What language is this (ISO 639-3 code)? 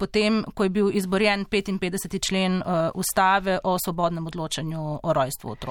slv